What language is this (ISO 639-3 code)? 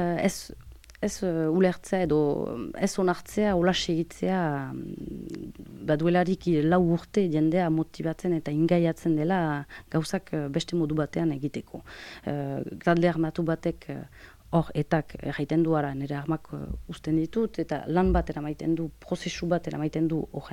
eus